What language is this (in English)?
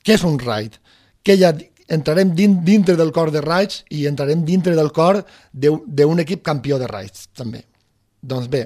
Catalan